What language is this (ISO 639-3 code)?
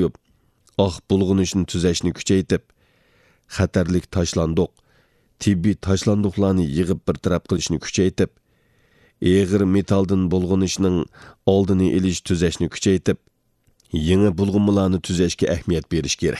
uig